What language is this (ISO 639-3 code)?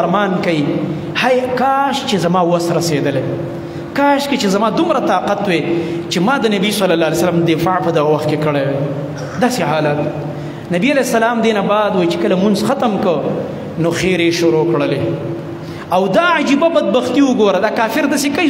pus